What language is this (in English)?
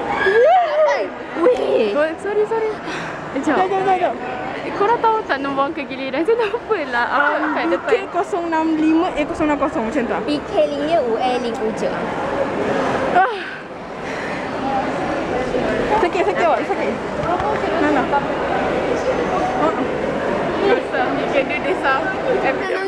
Malay